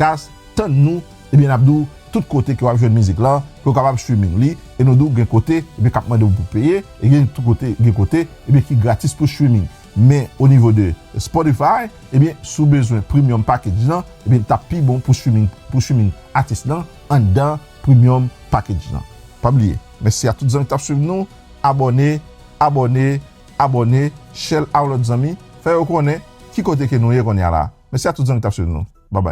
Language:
Haitian Creole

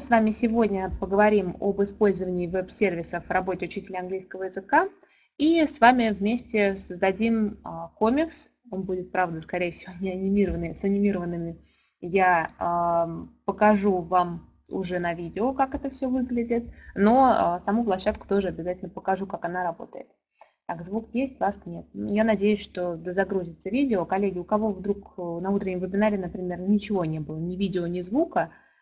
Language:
Russian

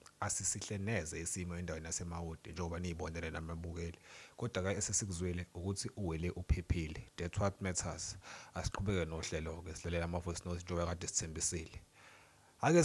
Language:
Zulu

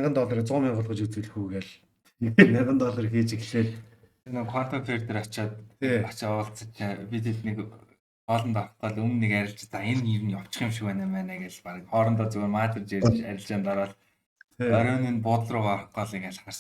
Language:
Mongolian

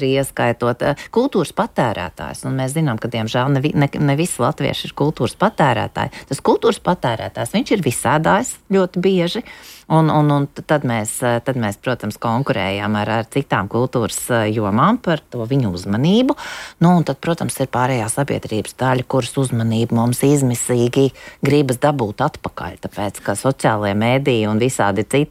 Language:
Latvian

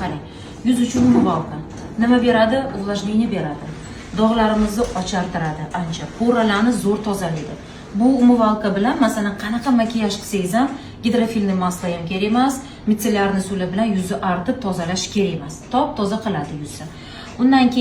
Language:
Uzbek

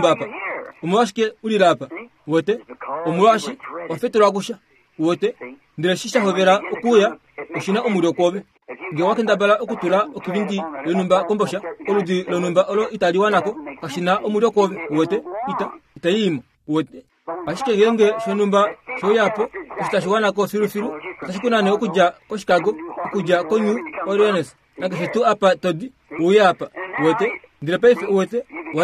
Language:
Kuanyama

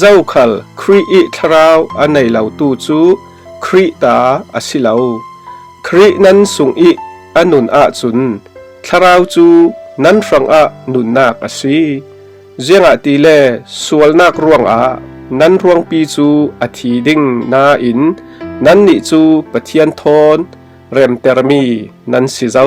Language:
Falam Chin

